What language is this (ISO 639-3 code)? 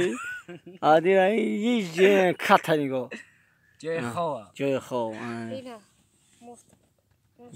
tgk